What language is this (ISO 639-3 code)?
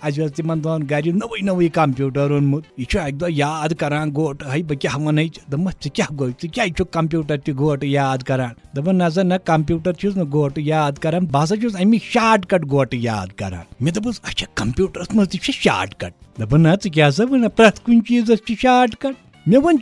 kas